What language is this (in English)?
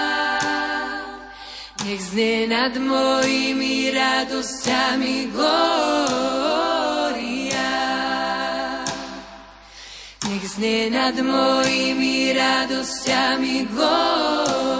Slovak